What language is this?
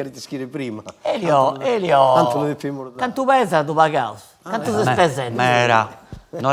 Sardinian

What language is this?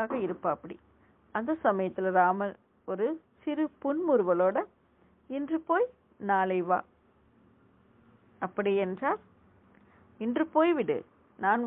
Tamil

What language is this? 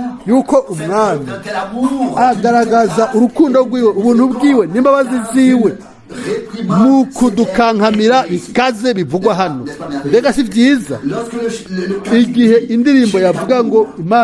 Rundi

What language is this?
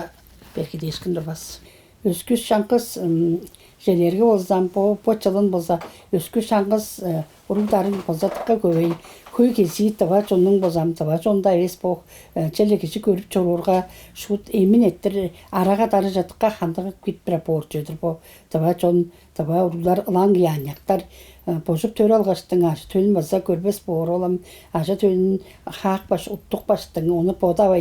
Tuvinian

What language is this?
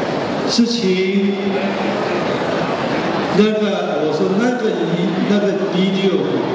Chinese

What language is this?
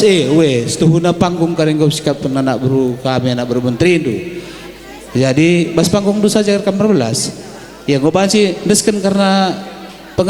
Batak Karo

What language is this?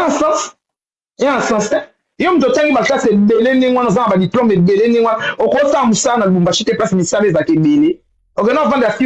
Lingala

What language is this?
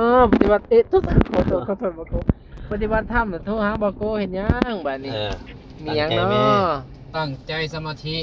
Northeastern Thai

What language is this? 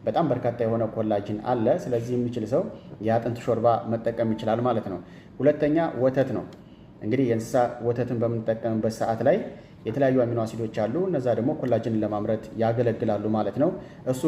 Amharic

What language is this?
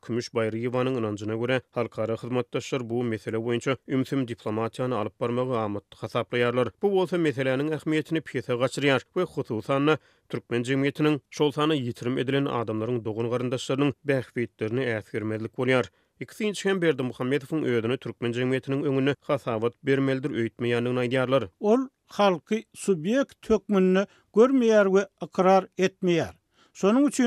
Turkmen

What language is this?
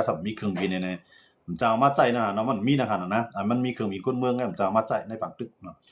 Shan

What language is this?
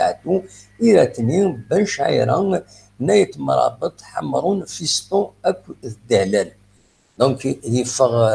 Kabyle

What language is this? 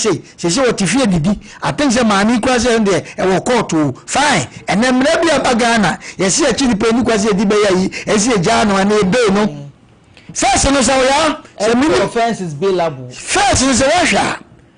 Akan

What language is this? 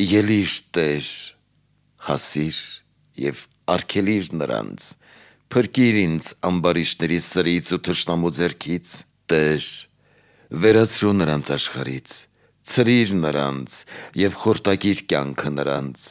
Armenian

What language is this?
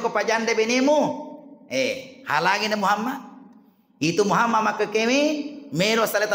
Buginese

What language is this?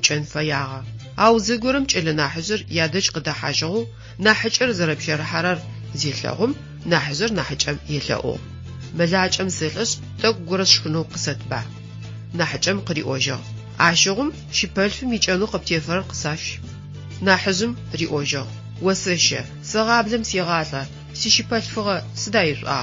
Adyghe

